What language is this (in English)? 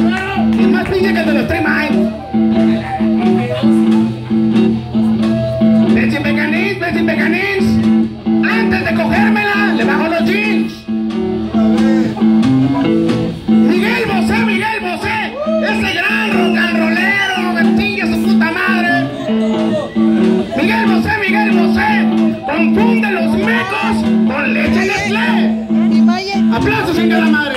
Spanish